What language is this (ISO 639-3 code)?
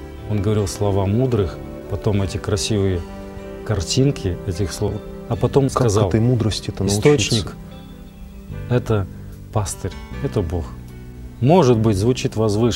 rus